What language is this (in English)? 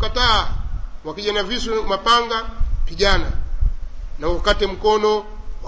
Swahili